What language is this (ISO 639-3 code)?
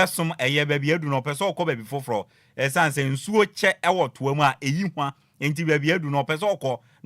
aka